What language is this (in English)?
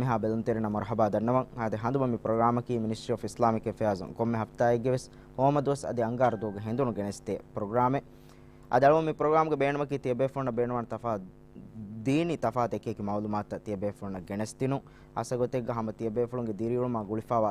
Divehi